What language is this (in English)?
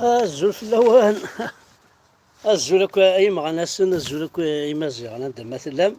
Kabyle